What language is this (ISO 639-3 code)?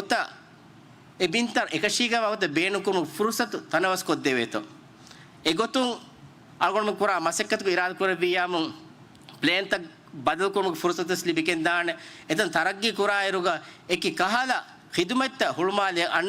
div